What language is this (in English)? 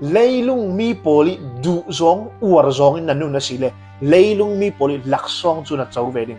Falam Chin